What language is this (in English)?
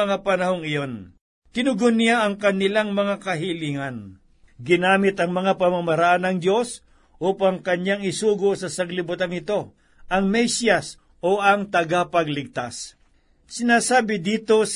Filipino